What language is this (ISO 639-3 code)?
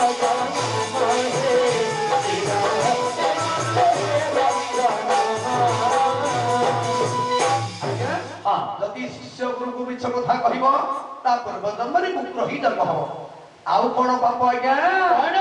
ori